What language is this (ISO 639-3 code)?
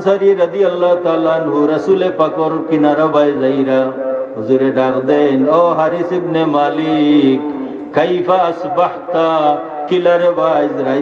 syl